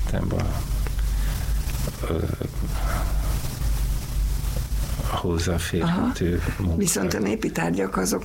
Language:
Hungarian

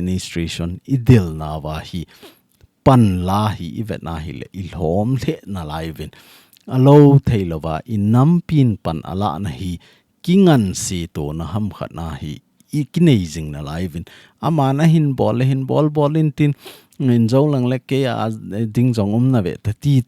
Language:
Thado Chin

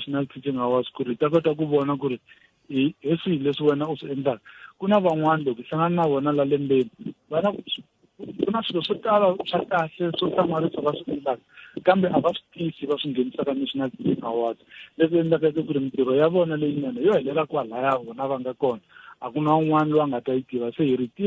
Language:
Tsonga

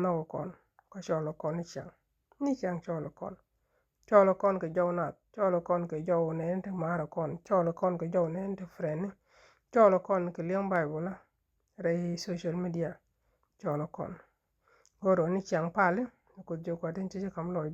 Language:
Nuer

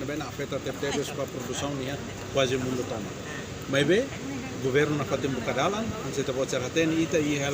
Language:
Tetum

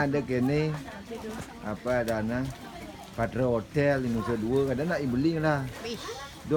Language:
Balinese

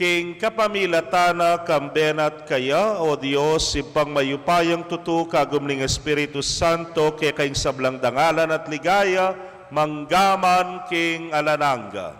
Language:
Pampanga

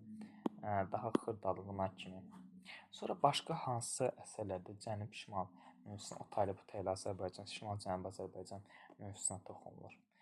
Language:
Azerbaijani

